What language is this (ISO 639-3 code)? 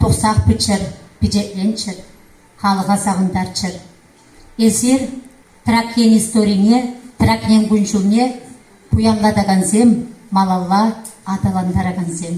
chv